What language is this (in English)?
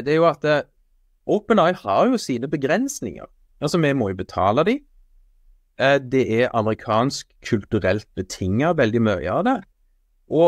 Norwegian